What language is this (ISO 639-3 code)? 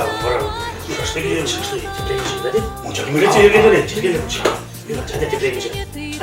chv